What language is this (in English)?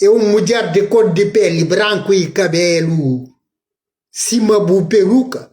Kabuverdianu